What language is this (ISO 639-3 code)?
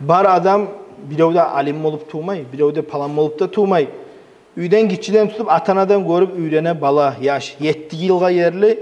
kum